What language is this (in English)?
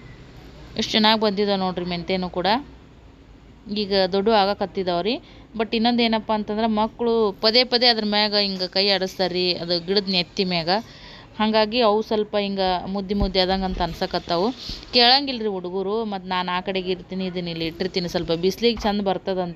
Kannada